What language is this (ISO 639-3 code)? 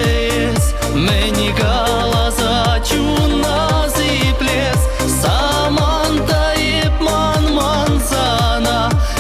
chv